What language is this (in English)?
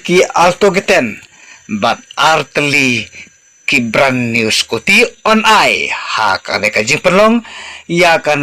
Khasi